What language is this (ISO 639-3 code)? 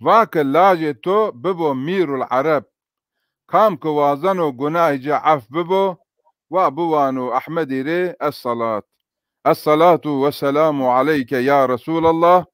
zza